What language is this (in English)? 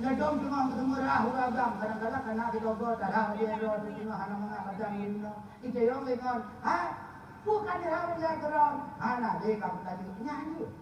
Achinese